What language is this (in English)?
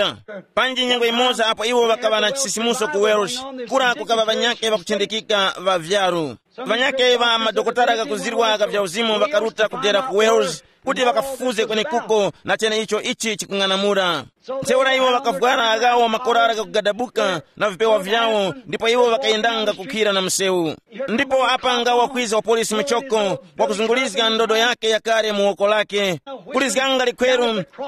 Tumbuka